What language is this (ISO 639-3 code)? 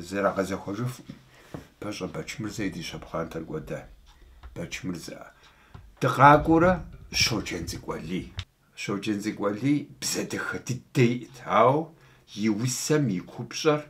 kbd